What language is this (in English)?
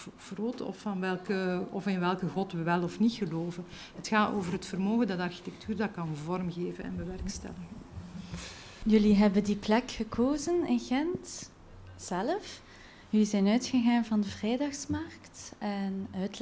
Dutch